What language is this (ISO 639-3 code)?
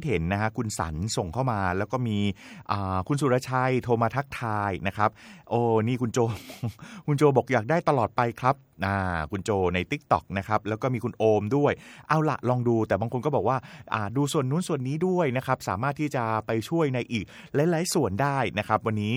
tha